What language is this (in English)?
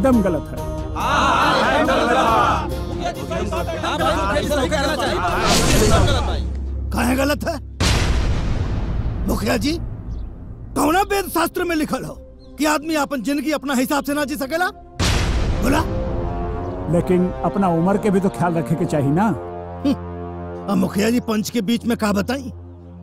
Bhojpuri